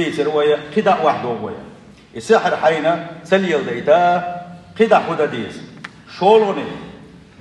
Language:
Chechen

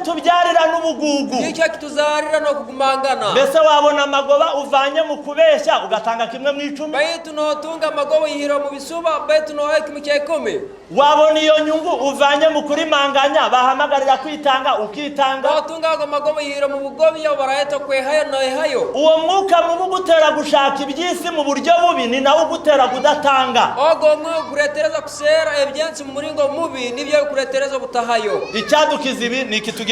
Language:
Kinyarwanda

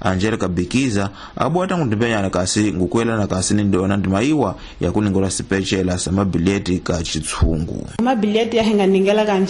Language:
Tsonga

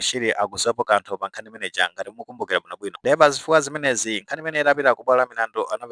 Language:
Nyanja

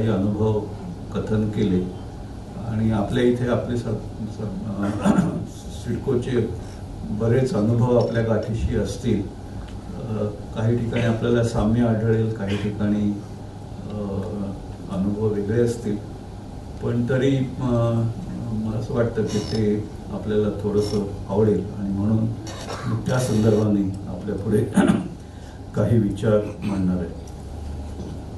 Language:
Marathi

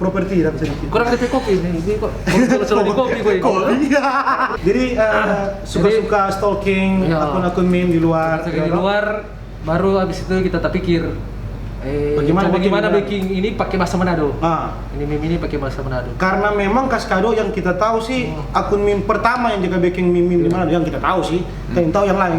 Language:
Manado Malay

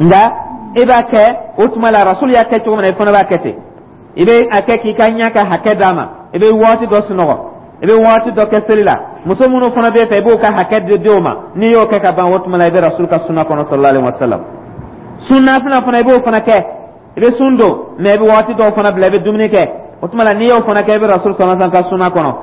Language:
Dyula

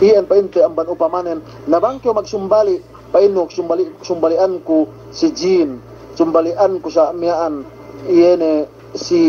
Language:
Yakan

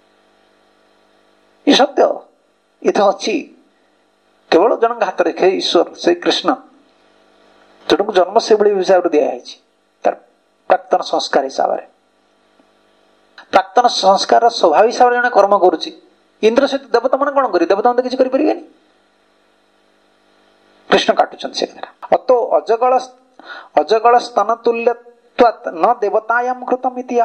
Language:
Odia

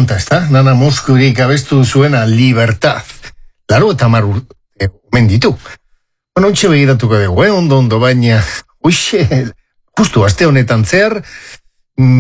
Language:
Basque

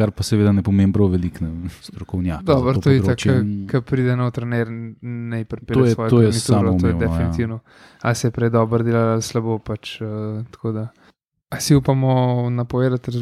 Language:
Slovenian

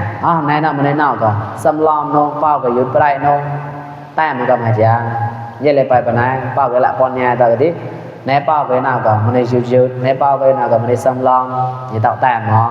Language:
Mon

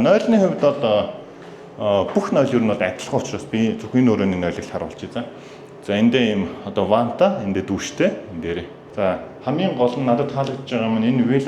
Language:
Mongolian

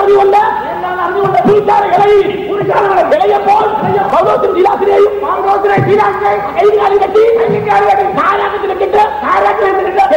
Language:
Malayalam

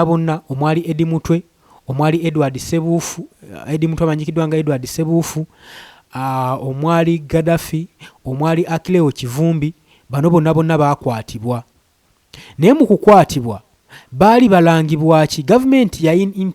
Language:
Ganda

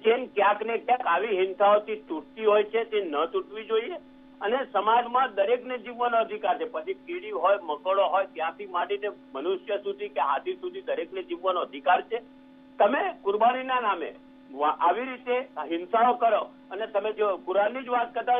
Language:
Gujarati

